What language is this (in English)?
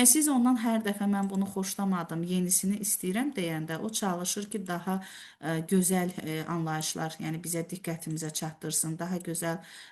Azerbaijani